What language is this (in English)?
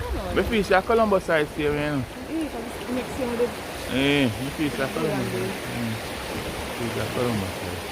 Jamaican Creole English